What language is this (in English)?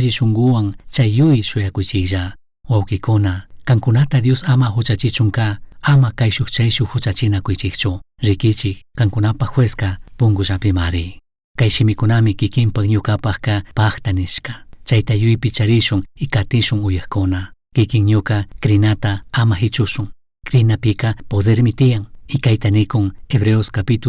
Chimborazo Highland Quichua